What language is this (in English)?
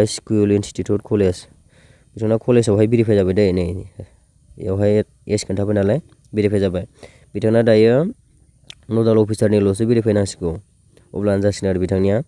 Bodo